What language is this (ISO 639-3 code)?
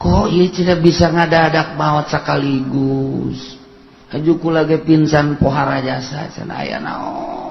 sun